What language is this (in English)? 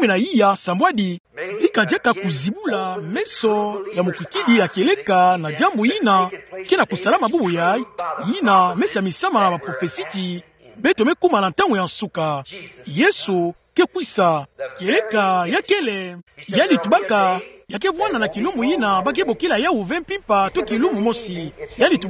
Kituba (Democratic Republic of Congo)